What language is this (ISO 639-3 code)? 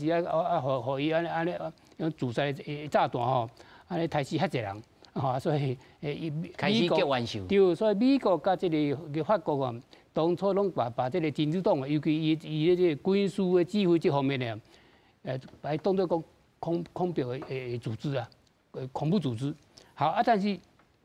nan